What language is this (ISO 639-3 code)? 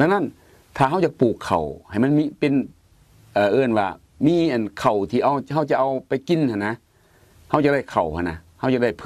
lao